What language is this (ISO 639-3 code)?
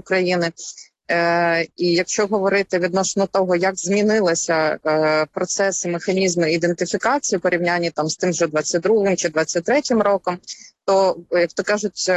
ukr